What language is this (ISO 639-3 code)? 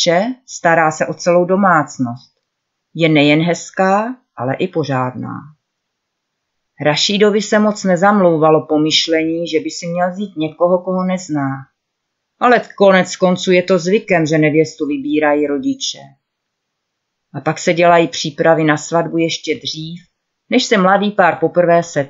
ces